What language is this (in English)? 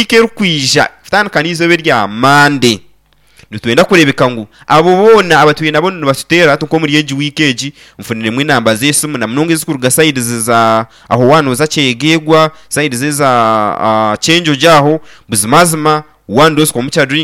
Nyankole